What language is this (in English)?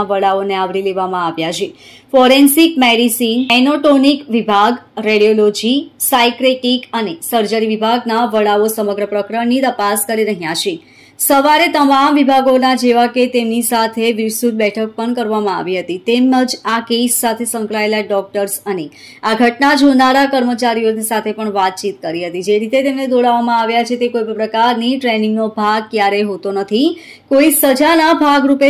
Gujarati